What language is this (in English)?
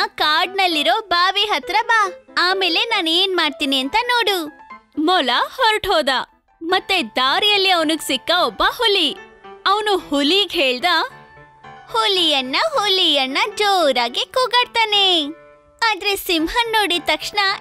Kannada